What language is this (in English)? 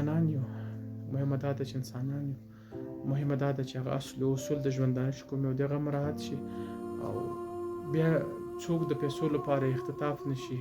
Pashto